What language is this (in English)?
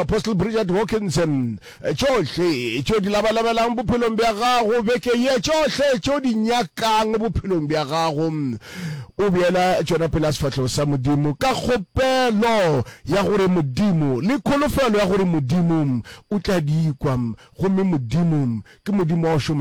Northern Sotho